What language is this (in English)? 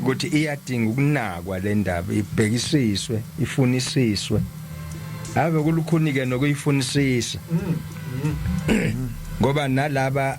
Zulu